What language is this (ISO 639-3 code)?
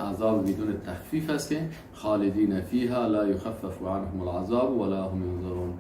fas